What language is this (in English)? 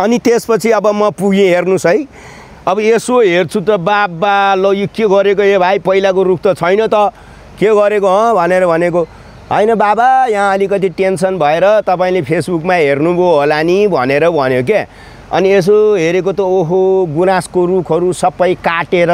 Nepali